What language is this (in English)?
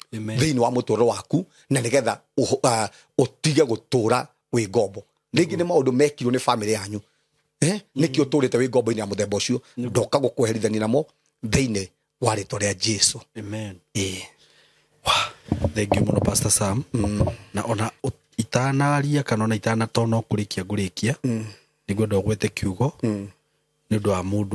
Kikuyu